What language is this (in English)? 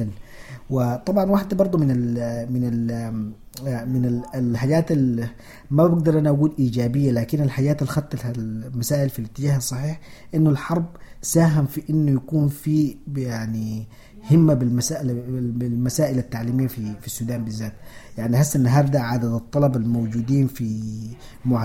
Sudanese Arabic